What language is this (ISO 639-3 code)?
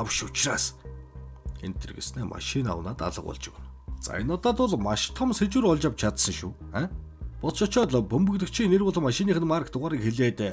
mon